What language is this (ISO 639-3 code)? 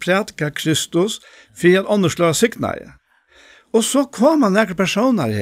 fao